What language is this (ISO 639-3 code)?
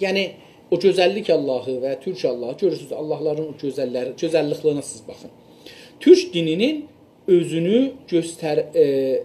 azb